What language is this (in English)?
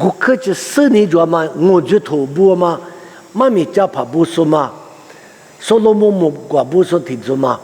Lisu